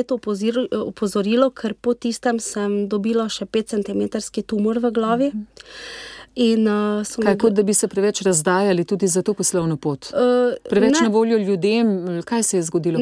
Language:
Slovenian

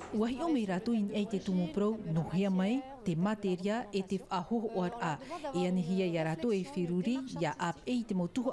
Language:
Tahitian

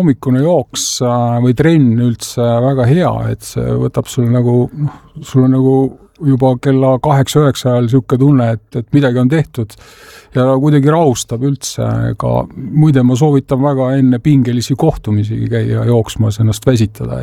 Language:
Estonian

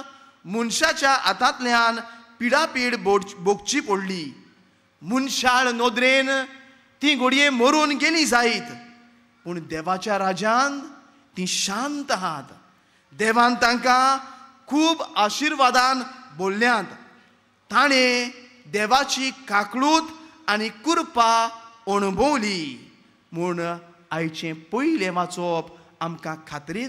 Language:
Konkani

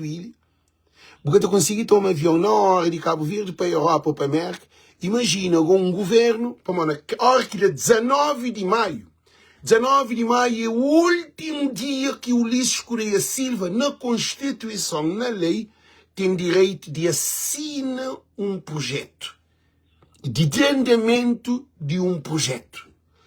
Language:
Kabuverdianu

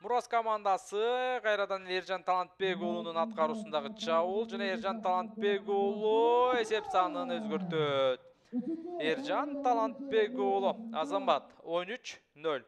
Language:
Kyrgyz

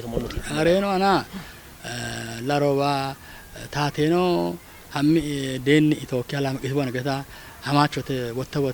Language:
Kafa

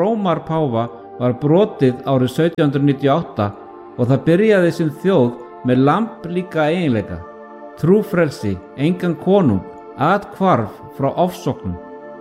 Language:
Icelandic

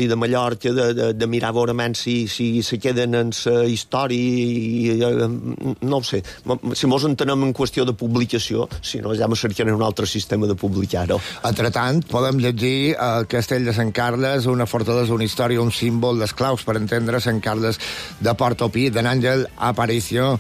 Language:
Catalan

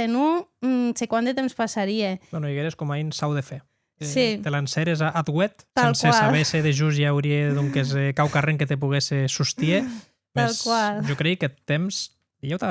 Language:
Occitan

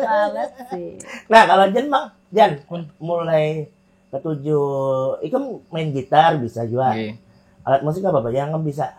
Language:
Banjar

